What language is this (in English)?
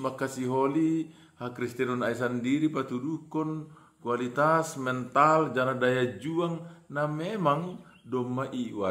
Batak Simalungun